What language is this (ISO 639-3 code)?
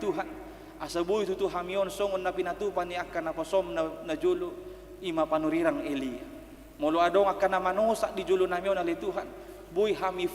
bbc